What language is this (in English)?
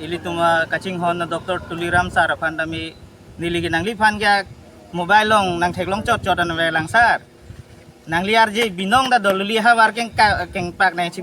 Karbi